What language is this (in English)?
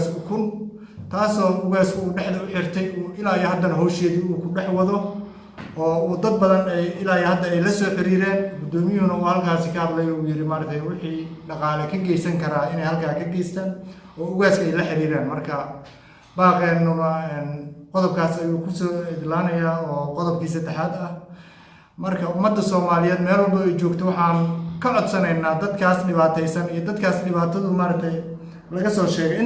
Somali